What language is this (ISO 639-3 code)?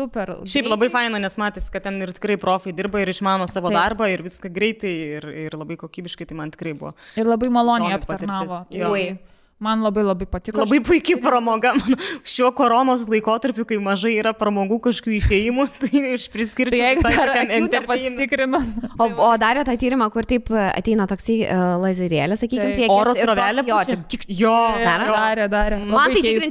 lit